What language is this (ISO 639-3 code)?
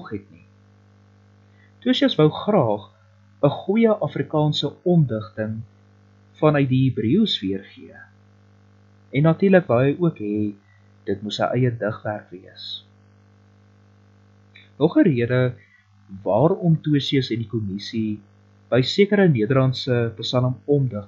afr